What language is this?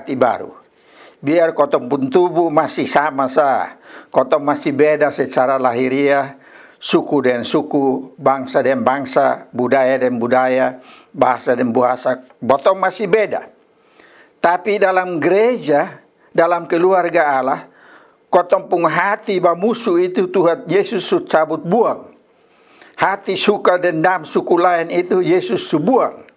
Kupang Malay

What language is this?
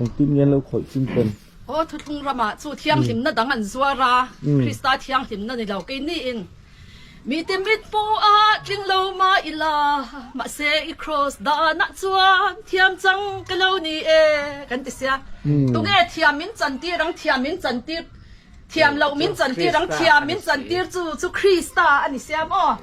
Mizo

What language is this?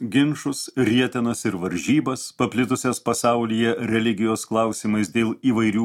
Lithuanian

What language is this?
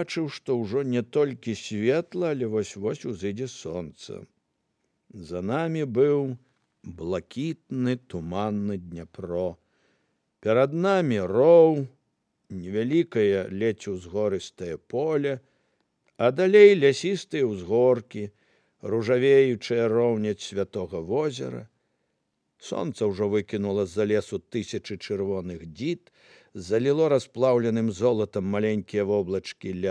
Belarusian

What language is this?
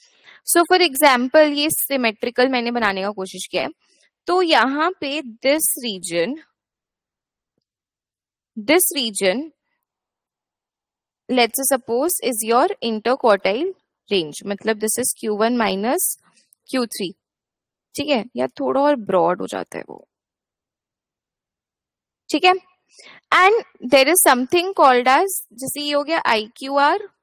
Hindi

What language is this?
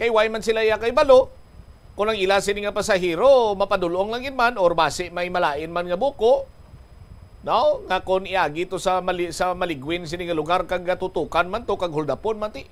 Hiligaynon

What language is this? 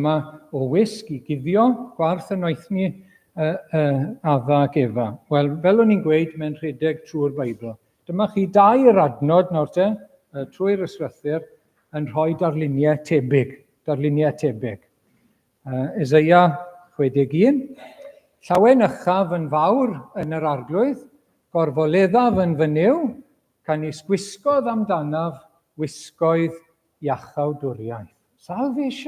Welsh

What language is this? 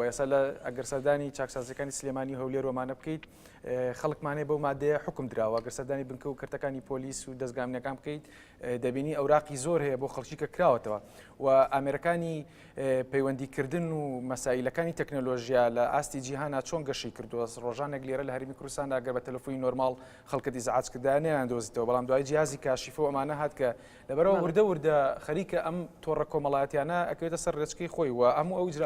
Central Kurdish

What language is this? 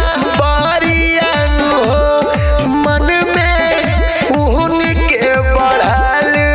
Bhojpuri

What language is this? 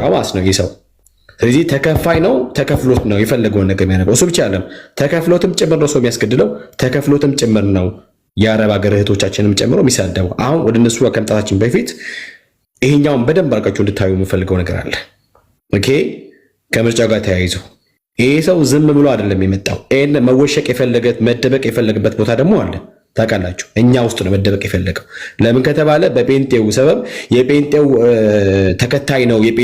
Amharic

